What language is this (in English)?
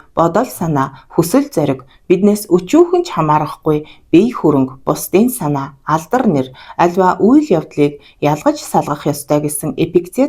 Mongolian